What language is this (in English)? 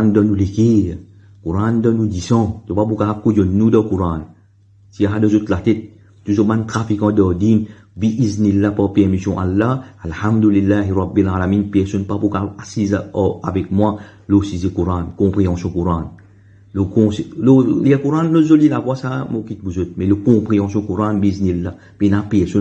Morisyen